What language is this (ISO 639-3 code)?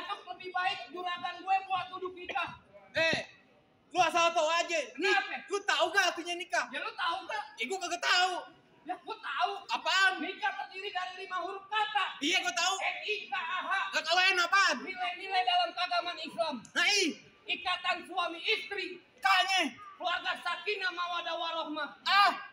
bew